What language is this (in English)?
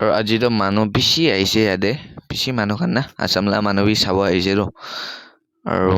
Naga Pidgin